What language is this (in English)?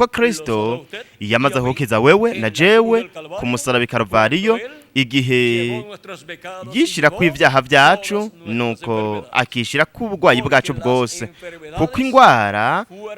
Rundi